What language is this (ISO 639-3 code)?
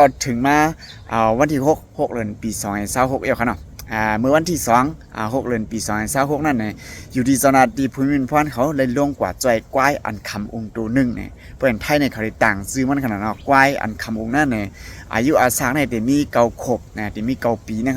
shn